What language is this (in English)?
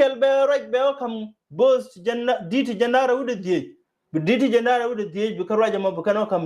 Nuer